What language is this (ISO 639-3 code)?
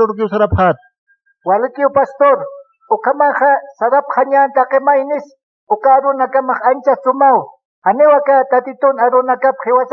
aym